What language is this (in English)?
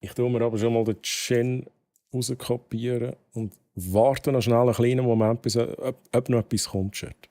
Swiss German